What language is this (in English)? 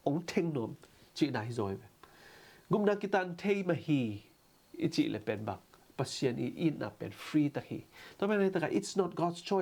Tedim Chin